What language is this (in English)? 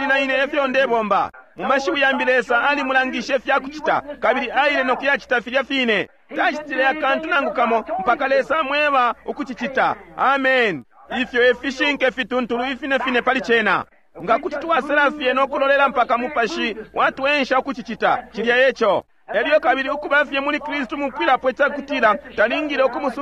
Bemba